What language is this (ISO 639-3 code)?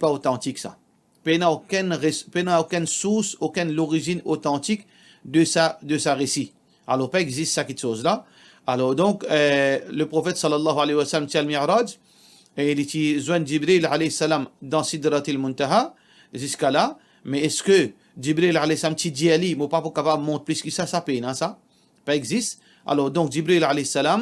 mfe